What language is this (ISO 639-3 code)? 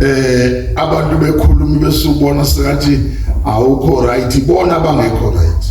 zul